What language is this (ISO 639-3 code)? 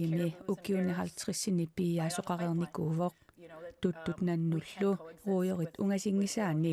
kal